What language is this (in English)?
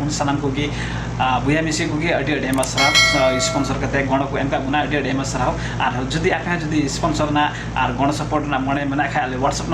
Santali